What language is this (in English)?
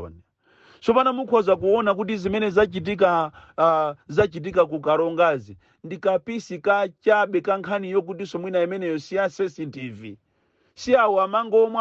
Nyanja